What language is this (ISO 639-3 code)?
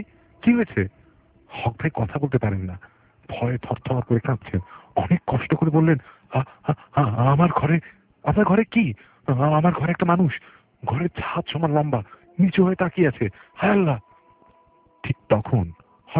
ben